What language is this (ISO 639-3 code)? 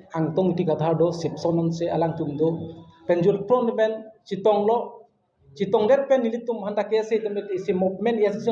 mjw